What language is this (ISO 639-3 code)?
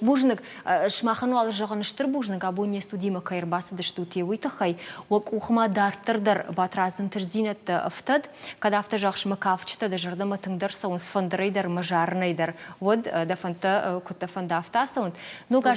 oss